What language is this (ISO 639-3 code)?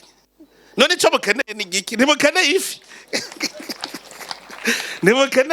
run